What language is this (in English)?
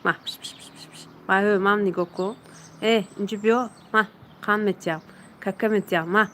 Tajik